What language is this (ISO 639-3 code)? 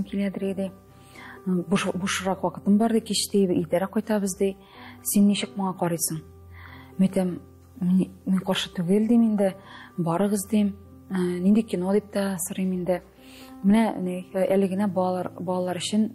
tat